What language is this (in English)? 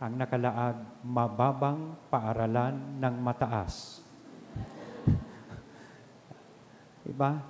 Bikol